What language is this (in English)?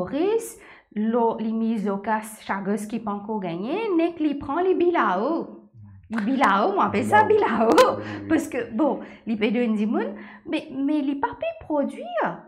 Morisyen